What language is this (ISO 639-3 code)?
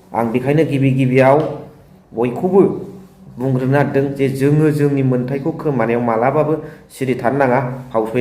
brx